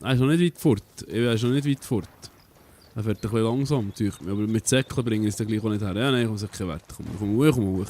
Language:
Swiss German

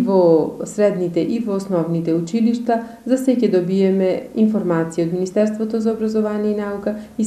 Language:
Macedonian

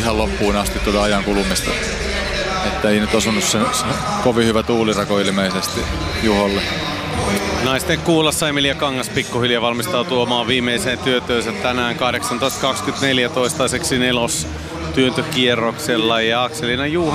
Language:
Finnish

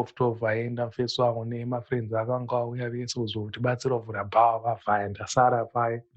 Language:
Shona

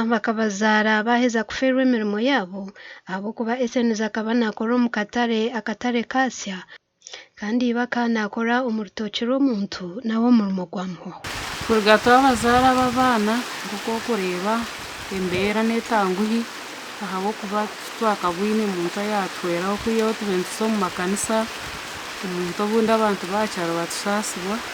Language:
Nyankole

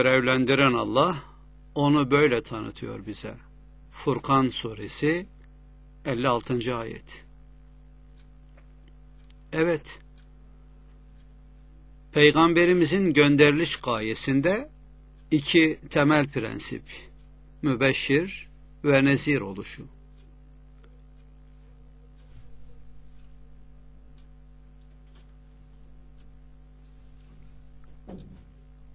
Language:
Turkish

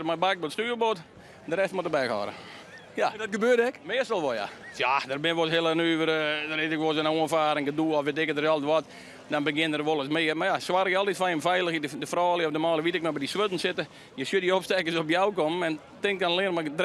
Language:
Western Frisian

